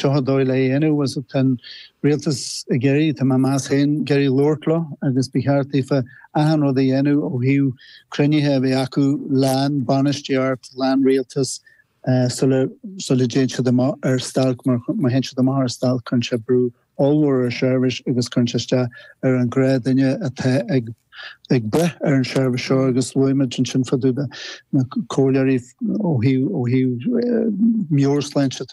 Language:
Irish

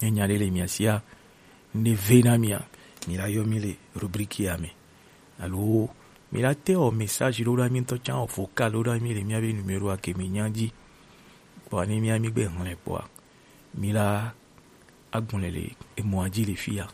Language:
Gen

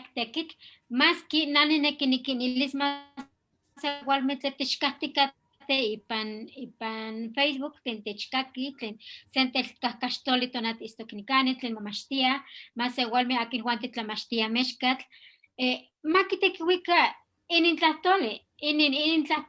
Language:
Eastern Huasteca Nahuatl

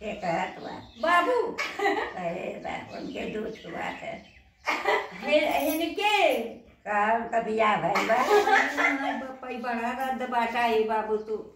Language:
Bhojpuri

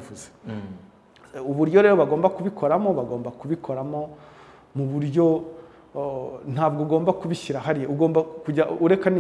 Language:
Kinyarwanda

